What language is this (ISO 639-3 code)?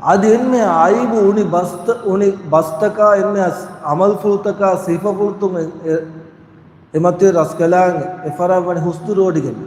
div